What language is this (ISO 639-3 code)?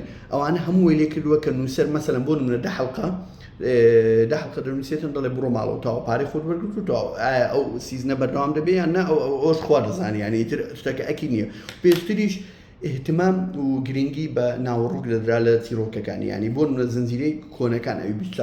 ckb